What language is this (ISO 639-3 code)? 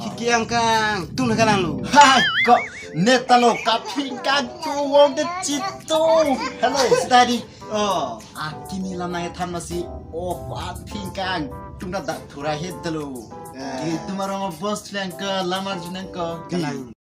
mjw